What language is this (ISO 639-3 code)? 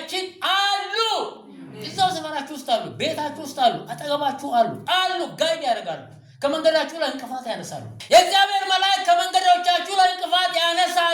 amh